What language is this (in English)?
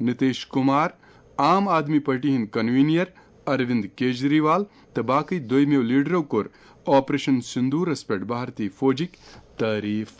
Kashmiri